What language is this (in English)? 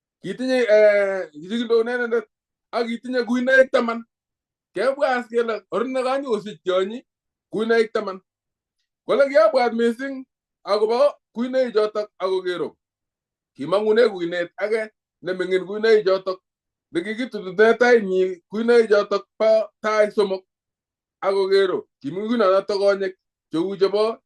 Kalenjin